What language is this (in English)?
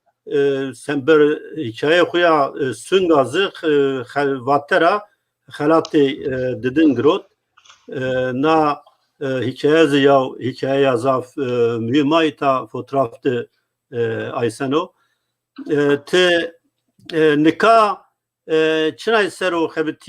Zaza